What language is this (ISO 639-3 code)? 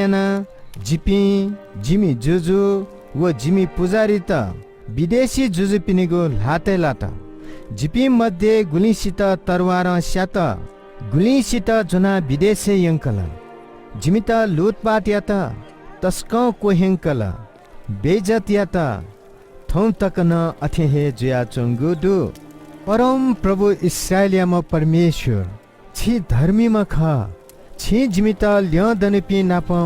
new